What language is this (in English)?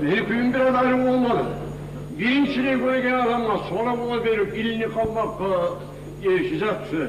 Kumyk